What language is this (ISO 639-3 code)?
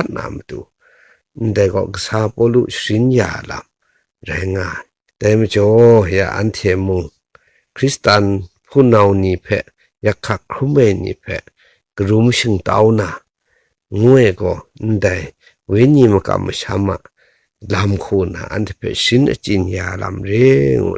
kac